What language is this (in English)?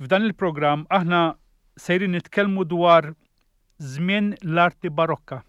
Maltese